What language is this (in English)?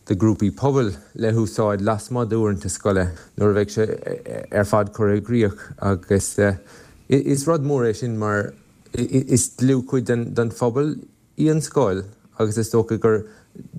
Irish